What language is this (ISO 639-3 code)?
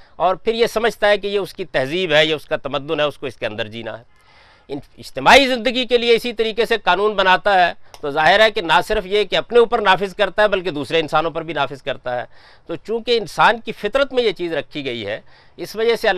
urd